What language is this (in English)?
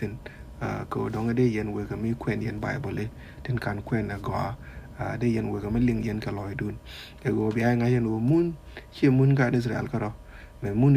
Nuer